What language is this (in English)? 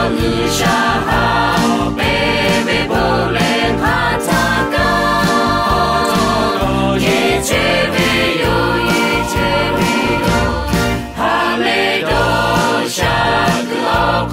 Lahu